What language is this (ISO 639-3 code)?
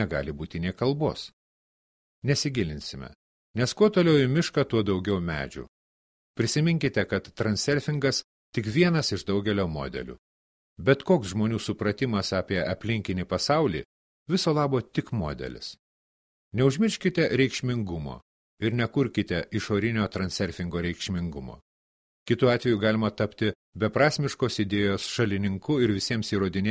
lit